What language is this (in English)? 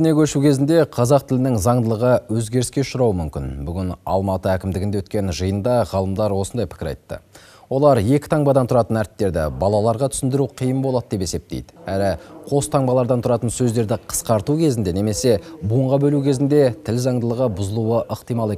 Kazakh